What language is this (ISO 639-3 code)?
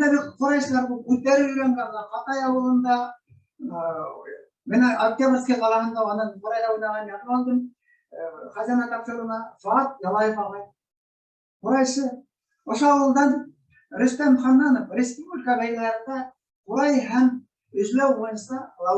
bak